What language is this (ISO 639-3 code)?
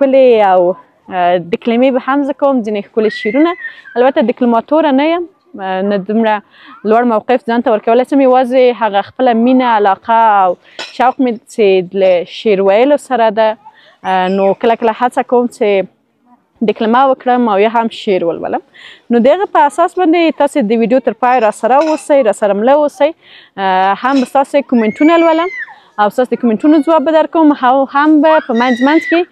pus